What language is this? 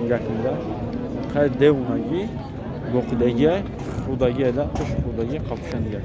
Tajik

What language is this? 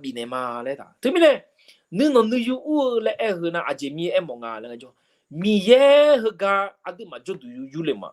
Akha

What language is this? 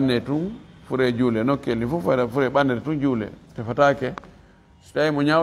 Fula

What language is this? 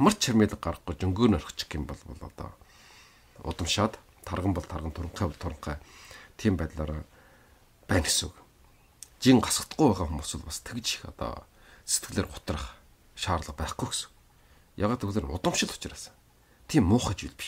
Mongolian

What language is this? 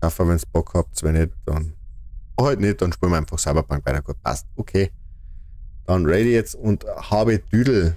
Bavarian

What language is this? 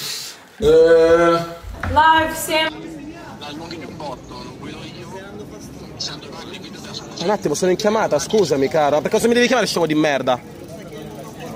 Italian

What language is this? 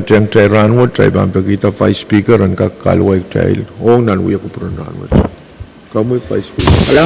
Pohnpeian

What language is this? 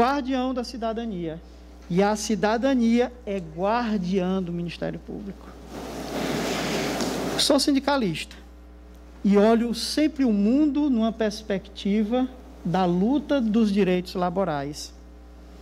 Portuguese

